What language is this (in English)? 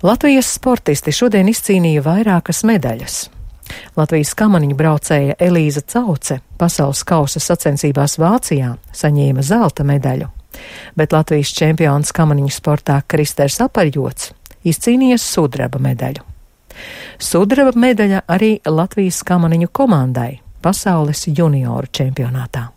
Latvian